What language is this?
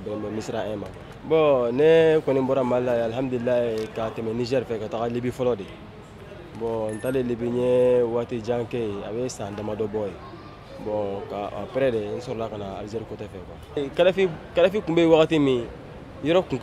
Bambara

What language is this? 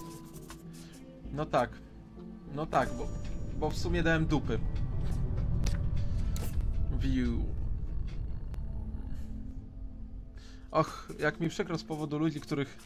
Polish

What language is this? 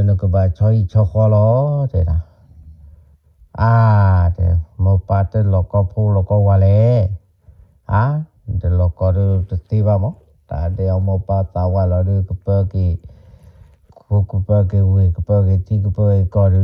S'gaw Karen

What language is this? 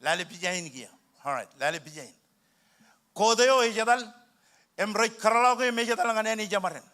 Marshallese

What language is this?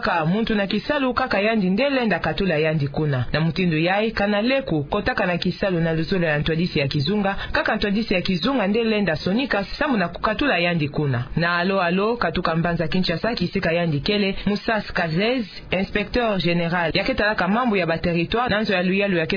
Kituba (Democratic Republic of Congo)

